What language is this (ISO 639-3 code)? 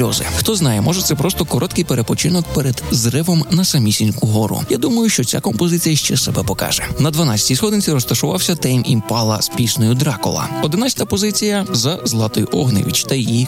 ukr